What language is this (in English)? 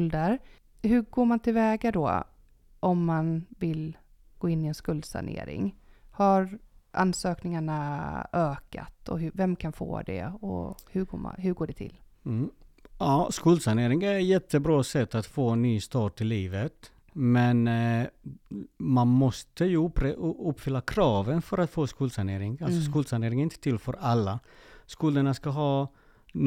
Swedish